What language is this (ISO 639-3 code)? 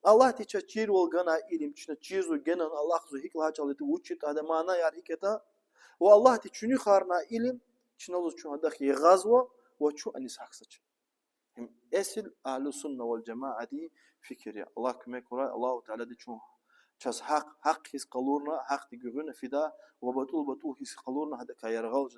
lez